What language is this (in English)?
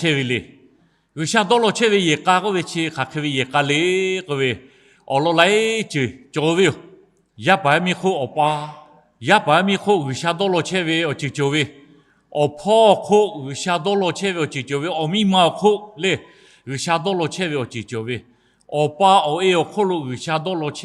Lahu